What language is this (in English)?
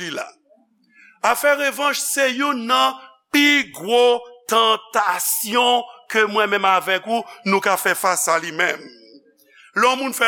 Haitian Creole